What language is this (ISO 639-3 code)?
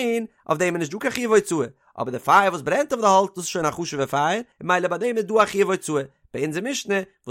yid